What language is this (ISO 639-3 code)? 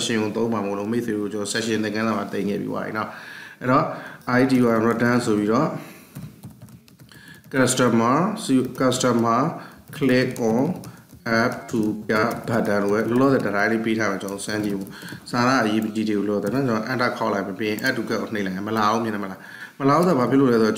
mya